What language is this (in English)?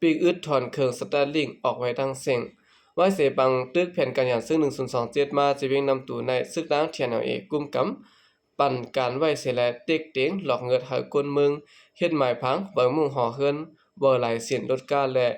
Lao